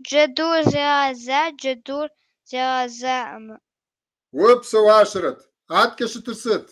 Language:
Kabardian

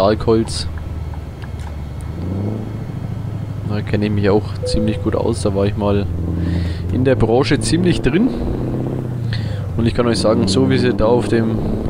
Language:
German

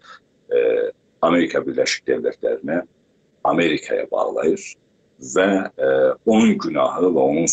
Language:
South Azerbaijani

